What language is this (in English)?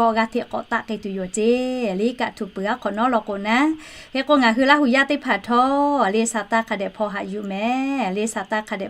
Lahu